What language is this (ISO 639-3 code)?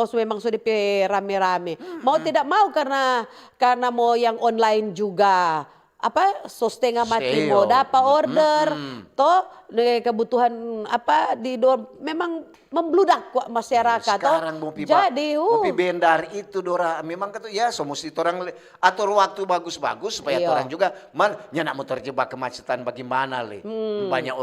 xmm